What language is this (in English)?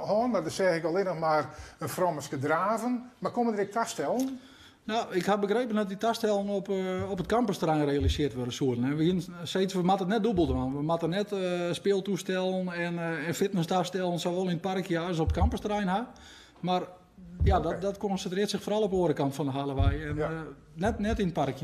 Western Frisian